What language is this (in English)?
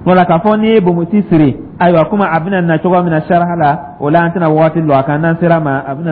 Dyula